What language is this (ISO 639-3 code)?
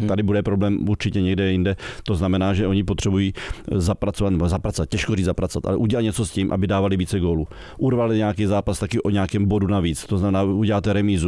ces